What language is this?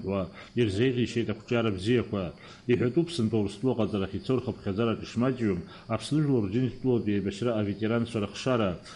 Abkhazian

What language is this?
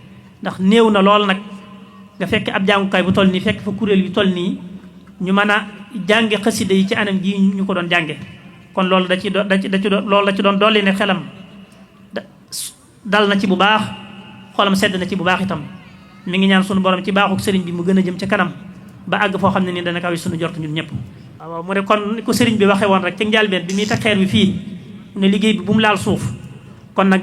Wolof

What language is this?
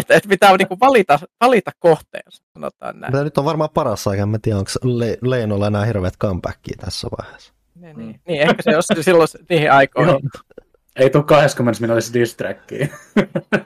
Finnish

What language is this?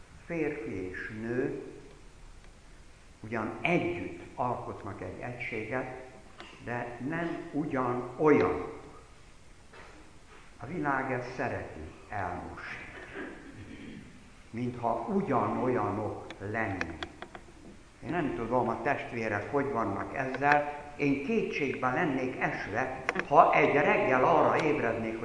Hungarian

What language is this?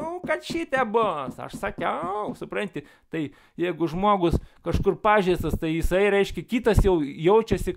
Lithuanian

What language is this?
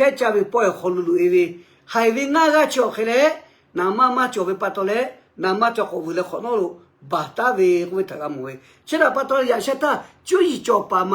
Lahu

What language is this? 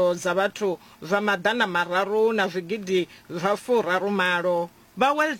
Venda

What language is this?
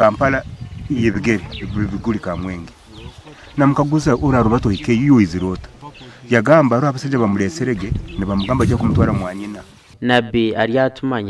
Nyankole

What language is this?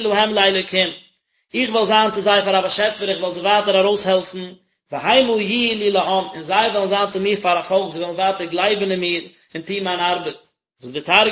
Yiddish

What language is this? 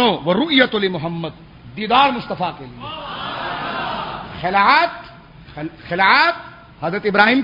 Urdu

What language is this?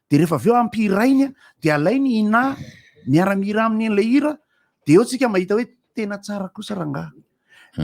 Malagasy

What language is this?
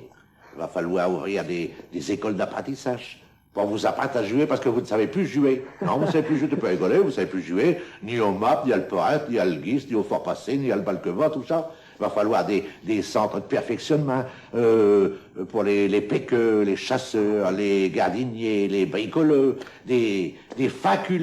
Picard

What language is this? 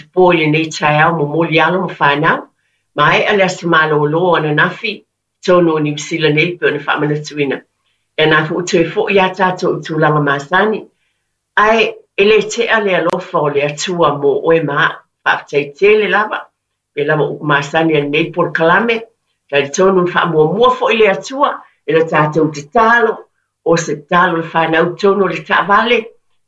Samoan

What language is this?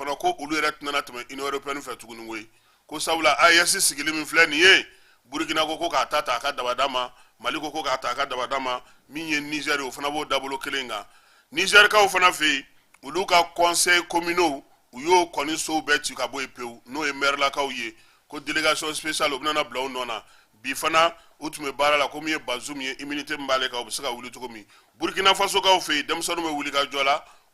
Bambara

